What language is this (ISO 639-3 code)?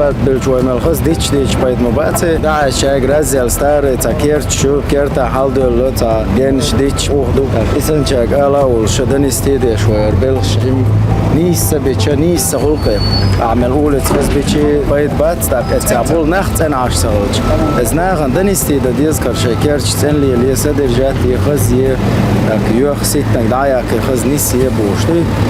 che